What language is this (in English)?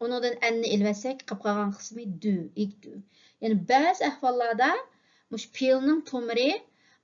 Uyghur